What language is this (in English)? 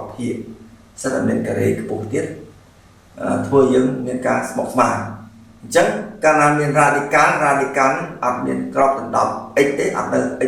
Khmer